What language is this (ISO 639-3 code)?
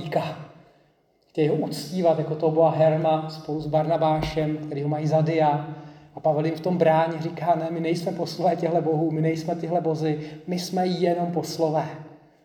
ces